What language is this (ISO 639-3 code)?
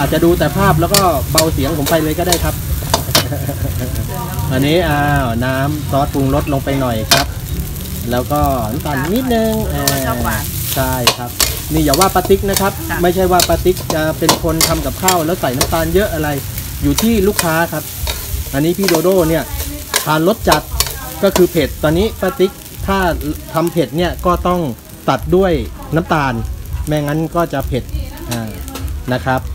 tha